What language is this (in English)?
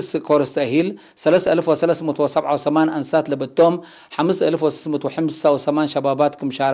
Tigre